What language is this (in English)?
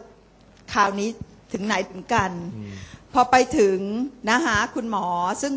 Thai